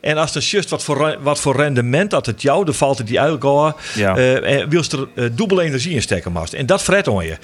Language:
Western Frisian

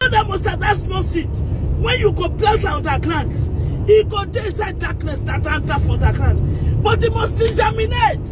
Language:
Nigerian Pidgin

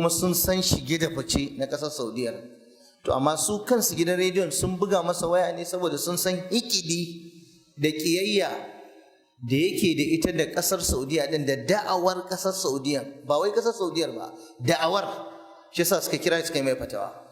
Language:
Hausa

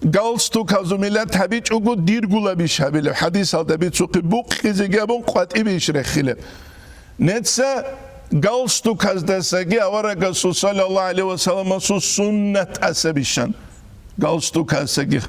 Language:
Avaric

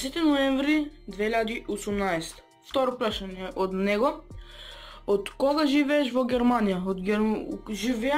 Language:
Macedonian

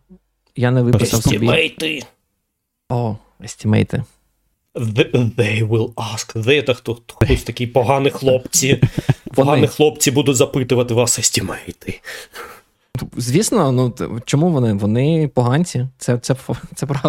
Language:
Ukrainian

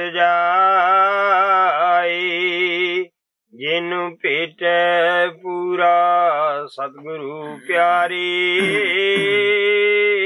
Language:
Punjabi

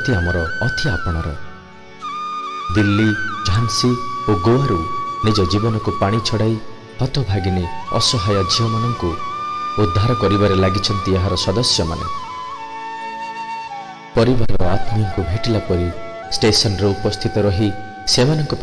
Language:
Odia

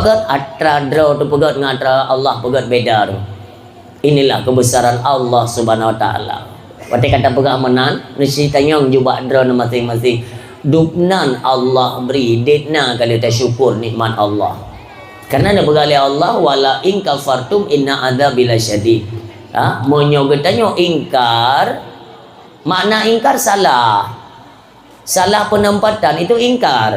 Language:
Achinese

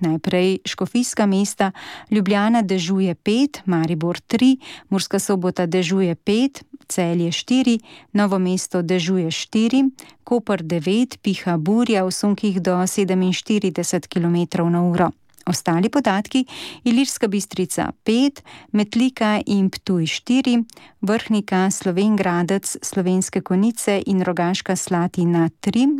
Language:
Slovenian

